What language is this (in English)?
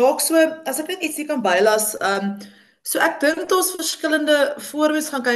Afrikaans